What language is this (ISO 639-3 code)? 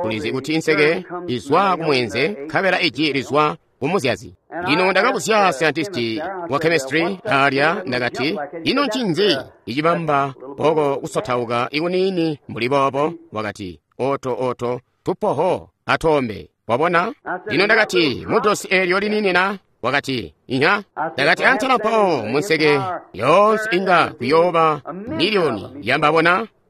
toi